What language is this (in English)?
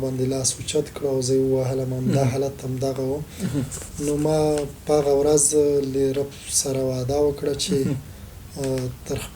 Pashto